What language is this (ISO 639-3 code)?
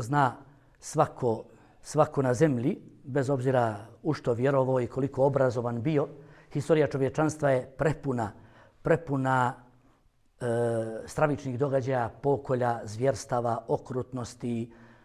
bos